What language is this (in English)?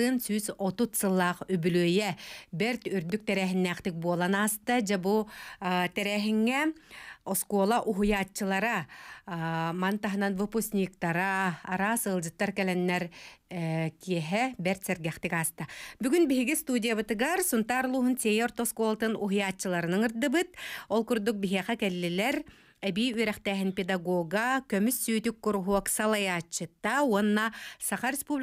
Yakut